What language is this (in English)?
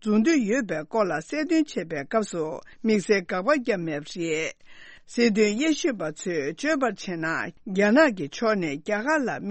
Tibetan